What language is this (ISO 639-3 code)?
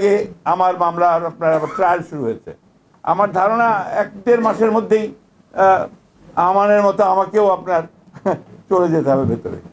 ben